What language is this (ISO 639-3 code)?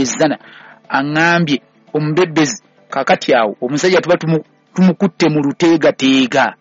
lug